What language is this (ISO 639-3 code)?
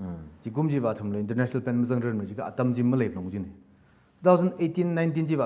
nmf